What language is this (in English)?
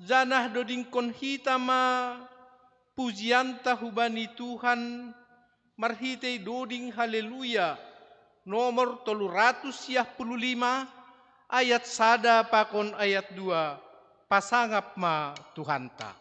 Batak Simalungun